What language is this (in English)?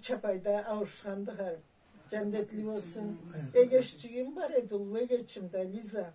Karachay-Balkar